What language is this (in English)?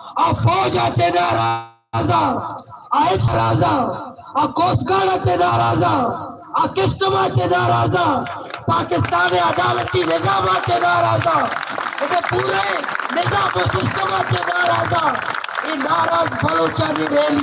Baluchi